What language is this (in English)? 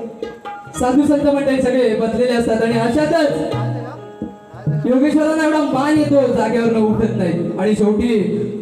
Marathi